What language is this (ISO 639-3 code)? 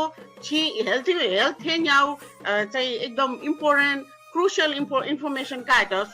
new